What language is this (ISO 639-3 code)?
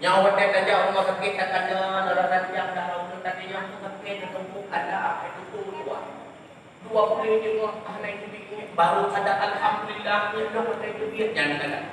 ace